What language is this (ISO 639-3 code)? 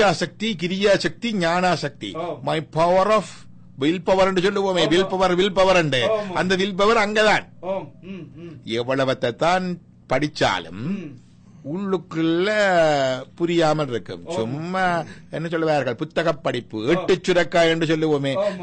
tam